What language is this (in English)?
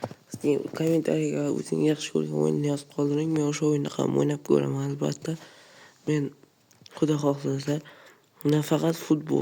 Uzbek